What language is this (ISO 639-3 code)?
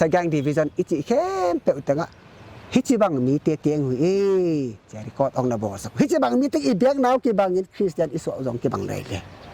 pck